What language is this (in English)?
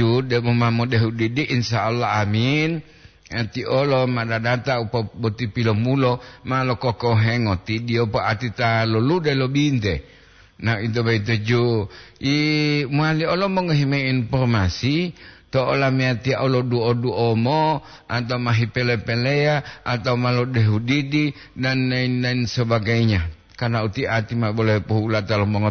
Gorontalo